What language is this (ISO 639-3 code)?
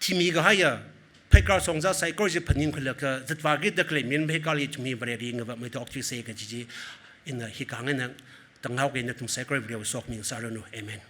nmf